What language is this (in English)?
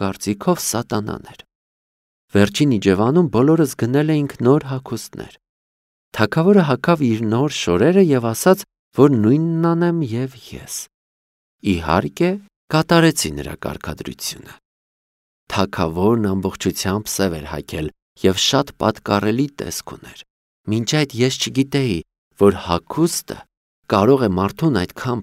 Armenian